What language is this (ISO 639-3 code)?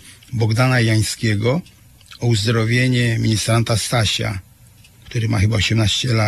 pol